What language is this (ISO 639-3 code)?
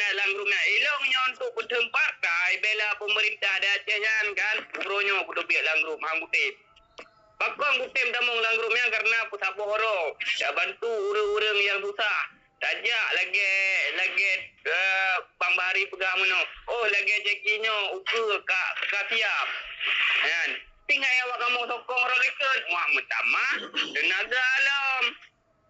ace